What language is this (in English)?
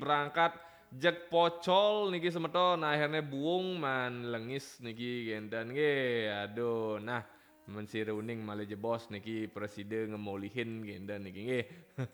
Balinese